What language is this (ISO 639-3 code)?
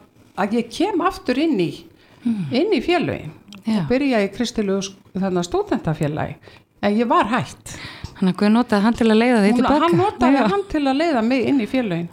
isl